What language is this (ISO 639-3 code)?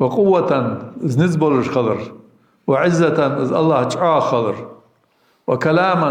inh